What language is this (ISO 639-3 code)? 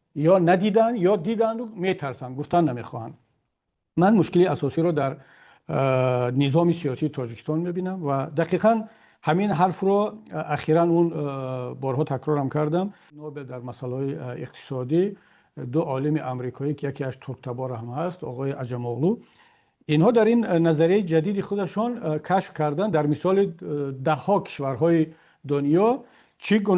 tgk